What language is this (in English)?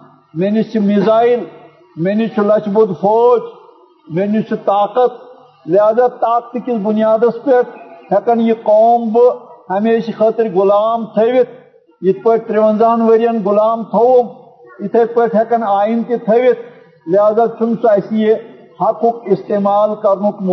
Kashmiri